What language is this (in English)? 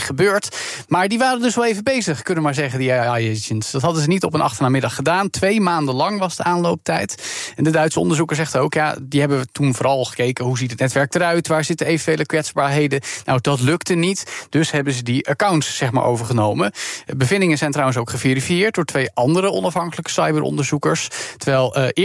Dutch